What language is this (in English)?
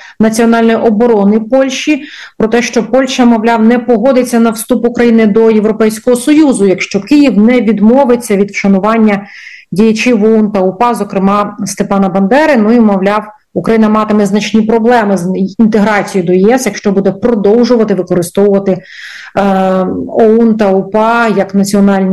Ukrainian